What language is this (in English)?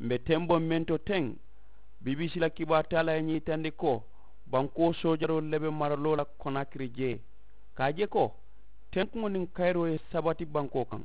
Mandingo